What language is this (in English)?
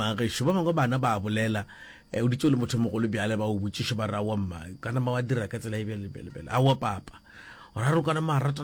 Northern Sotho